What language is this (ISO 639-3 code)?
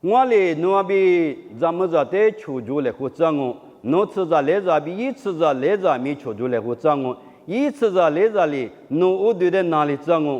lis